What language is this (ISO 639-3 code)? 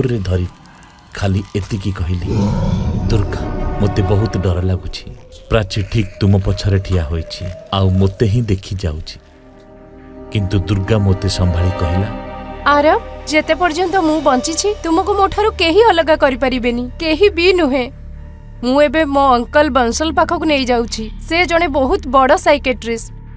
ori